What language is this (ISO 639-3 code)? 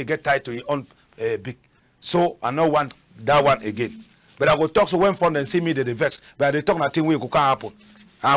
wes